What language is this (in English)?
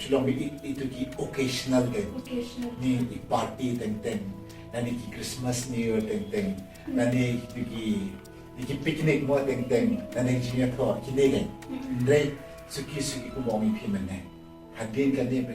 Khasi